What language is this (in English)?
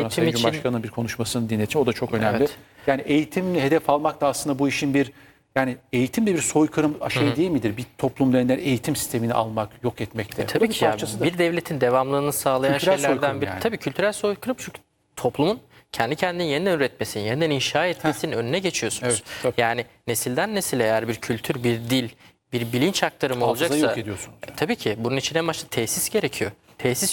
Turkish